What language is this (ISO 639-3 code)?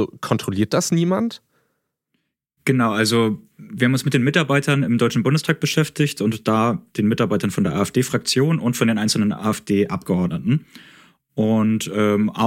deu